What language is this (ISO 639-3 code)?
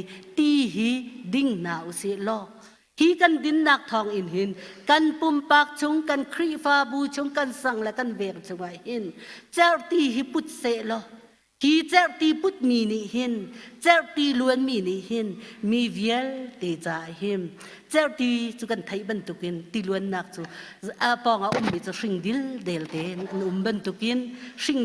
cnh